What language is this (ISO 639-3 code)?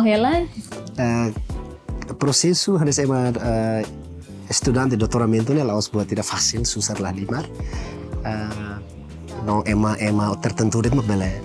tet